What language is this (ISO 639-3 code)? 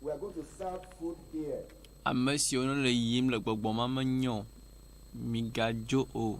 ewe